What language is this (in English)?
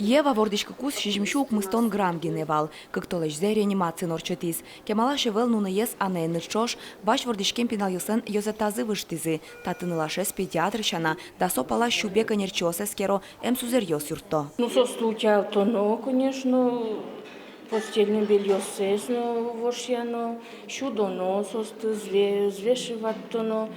Udmurt